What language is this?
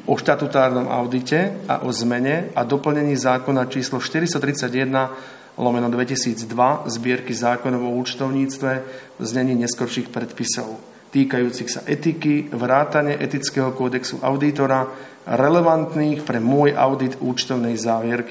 Slovak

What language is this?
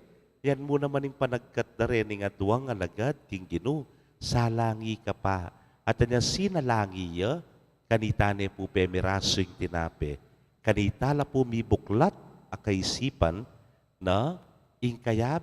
Pampanga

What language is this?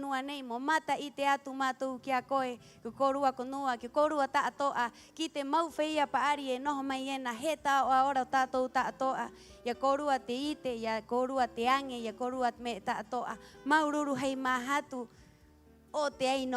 Rapanui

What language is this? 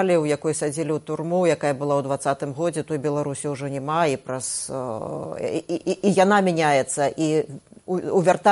Belarusian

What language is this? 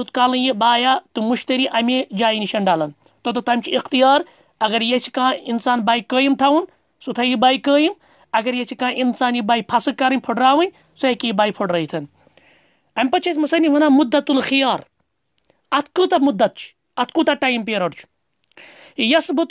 Kashmiri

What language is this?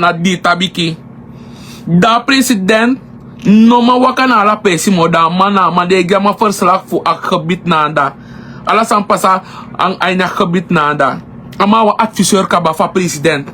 Sranan Tongo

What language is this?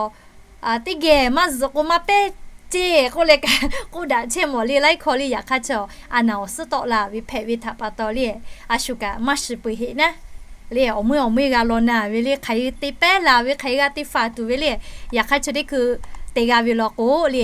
Lahu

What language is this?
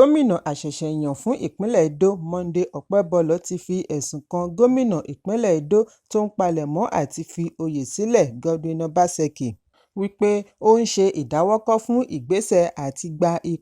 Yoruba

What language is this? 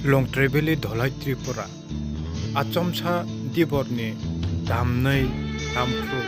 Kok Borok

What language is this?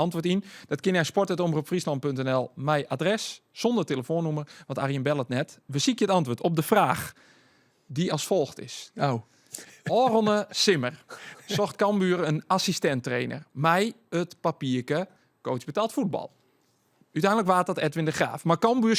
Western Frisian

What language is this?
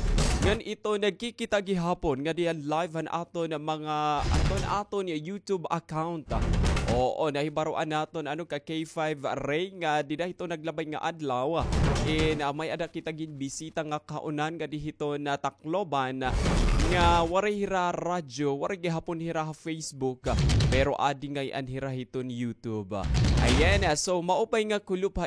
Waray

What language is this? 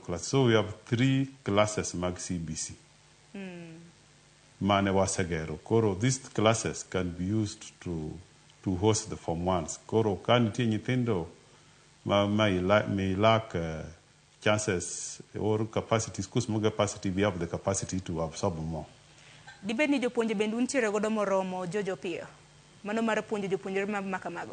Luo (Kenya and Tanzania)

